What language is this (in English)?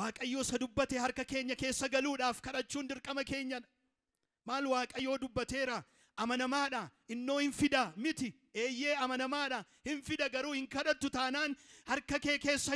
Oromo